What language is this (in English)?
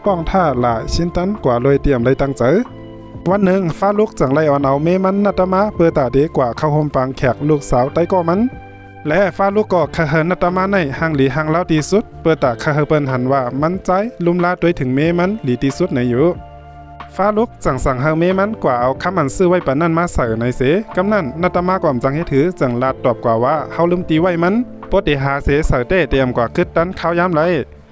Shan